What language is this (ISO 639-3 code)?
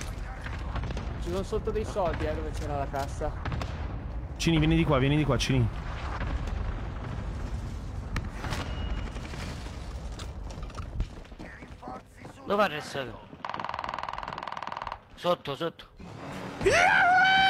ita